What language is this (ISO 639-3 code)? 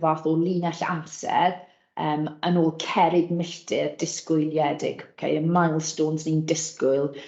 cym